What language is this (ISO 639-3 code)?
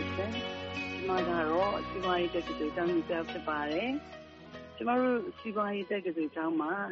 mya